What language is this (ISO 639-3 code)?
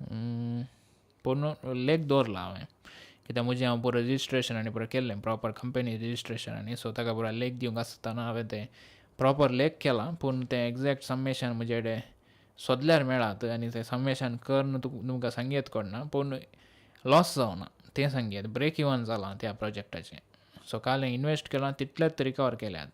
kok